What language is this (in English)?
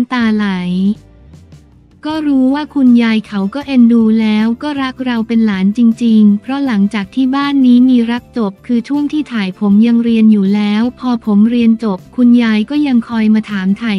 Thai